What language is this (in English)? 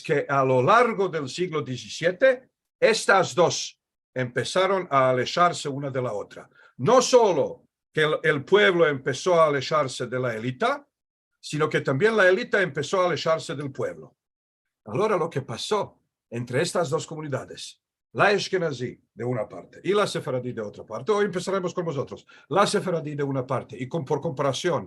Ladino